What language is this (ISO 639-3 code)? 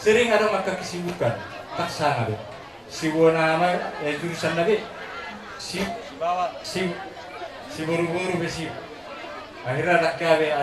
bbc